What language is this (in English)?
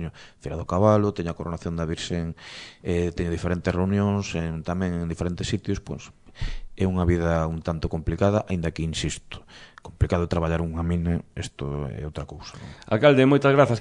Galician